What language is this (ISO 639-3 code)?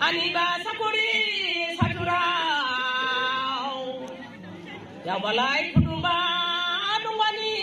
dis